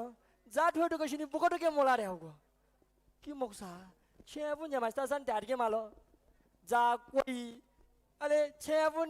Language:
Newari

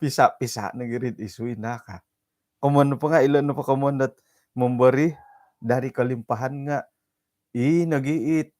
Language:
Central Dusun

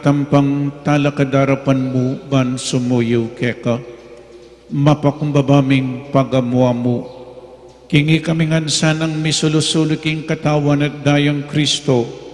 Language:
Pampanga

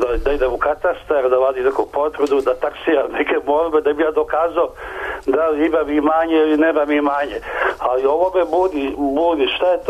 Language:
Serbian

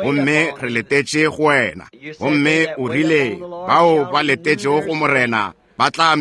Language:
Northern Sotho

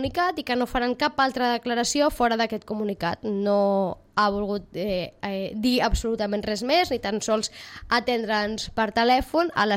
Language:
Catalan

